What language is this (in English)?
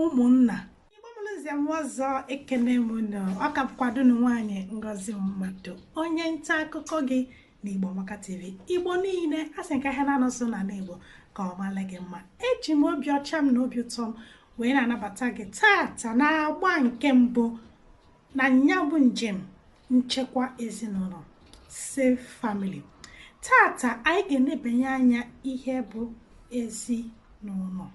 Igbo